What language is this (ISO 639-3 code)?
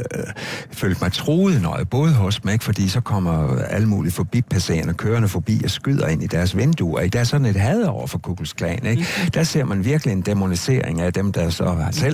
dan